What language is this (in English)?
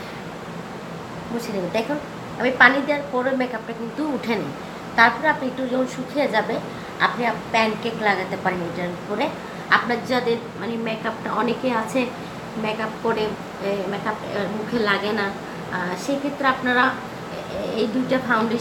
Bangla